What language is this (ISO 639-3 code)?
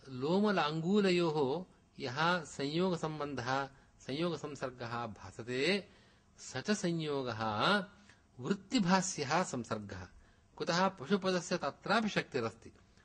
san